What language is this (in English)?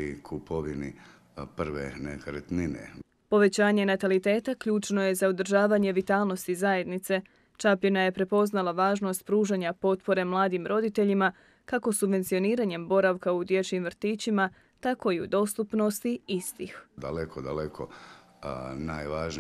Croatian